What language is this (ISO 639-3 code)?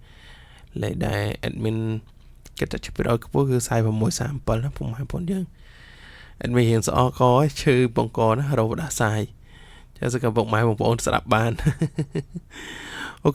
khm